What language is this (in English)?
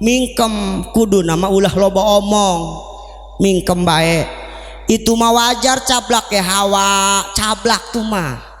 Sundanese